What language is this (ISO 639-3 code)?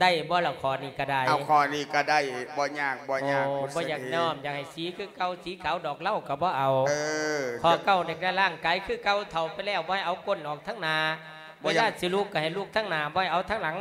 lao